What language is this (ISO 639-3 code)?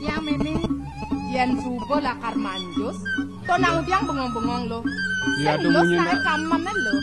ban